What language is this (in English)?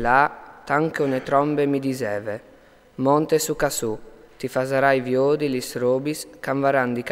Friulian